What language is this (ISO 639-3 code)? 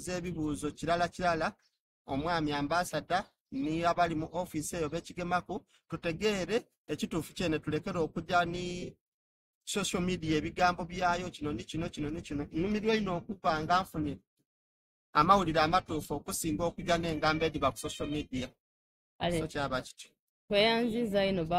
xog